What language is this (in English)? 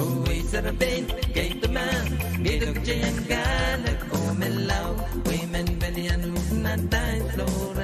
Pohnpeian